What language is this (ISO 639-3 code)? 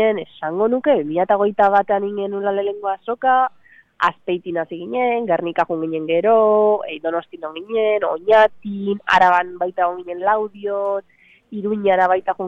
eus